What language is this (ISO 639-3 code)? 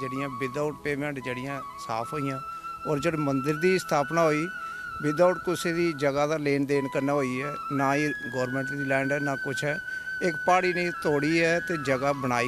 doi